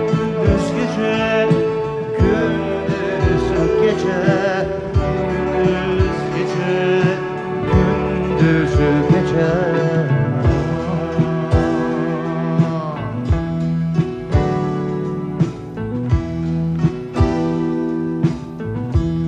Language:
Turkish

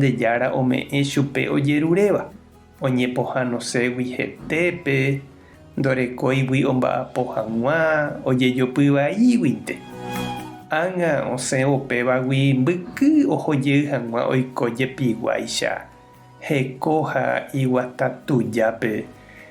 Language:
Guarani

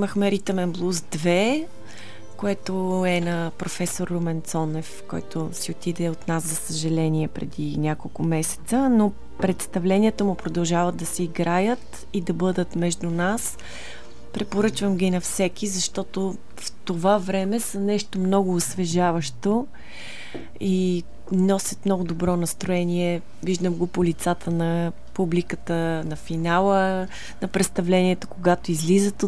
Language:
Bulgarian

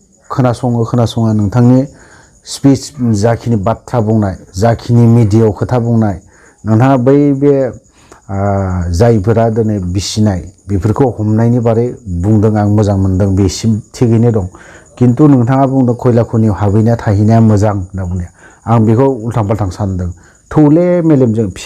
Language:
Bodo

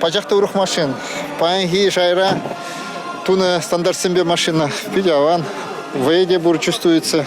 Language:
Chuvash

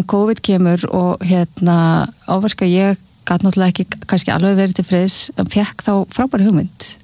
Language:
Icelandic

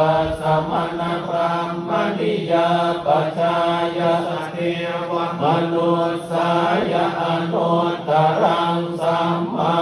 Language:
Pali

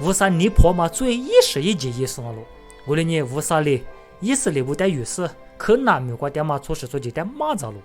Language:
Lisu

